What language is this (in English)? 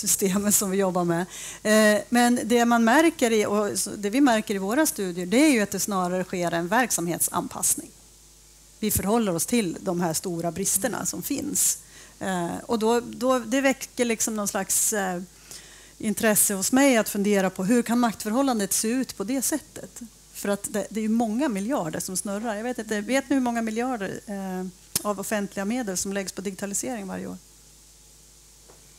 Swedish